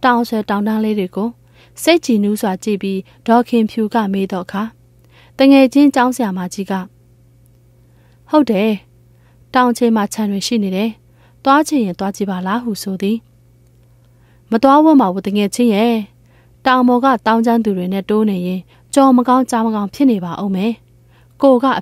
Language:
Burmese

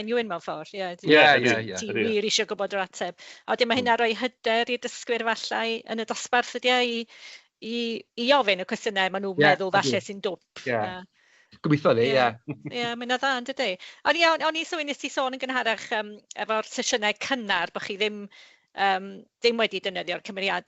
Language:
Welsh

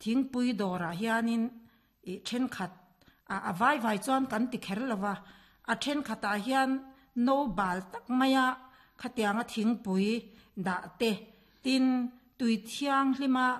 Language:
Mizo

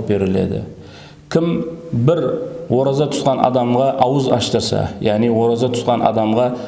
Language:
Kara-Kalpak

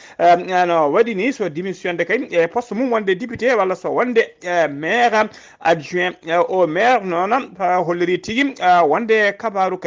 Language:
Fula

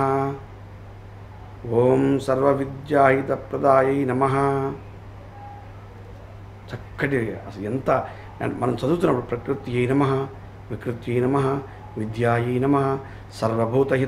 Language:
Telugu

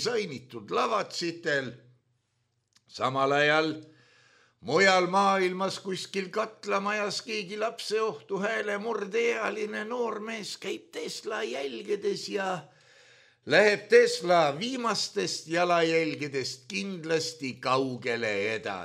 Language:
Estonian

